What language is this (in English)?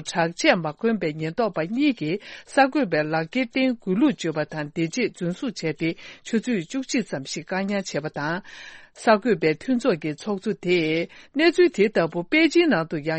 Tibetan